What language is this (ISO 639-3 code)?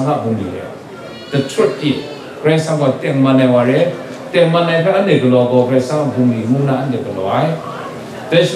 kac